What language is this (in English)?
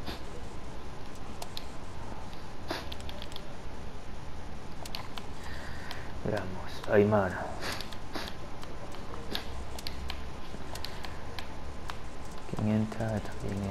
Spanish